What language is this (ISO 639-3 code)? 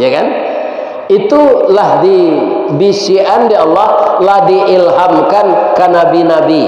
min